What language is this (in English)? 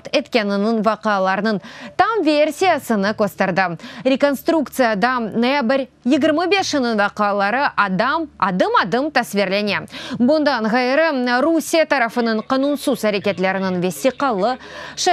Crimean Tatar